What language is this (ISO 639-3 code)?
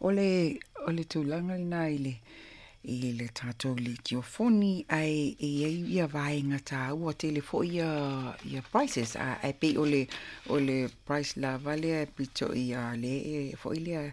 smo